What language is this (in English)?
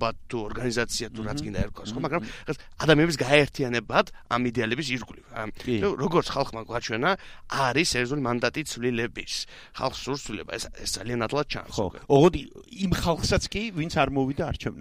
Georgian